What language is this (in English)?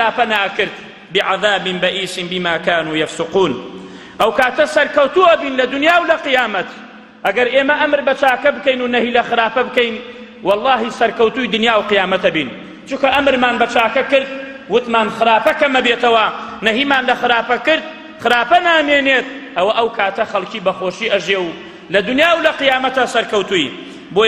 Central Kurdish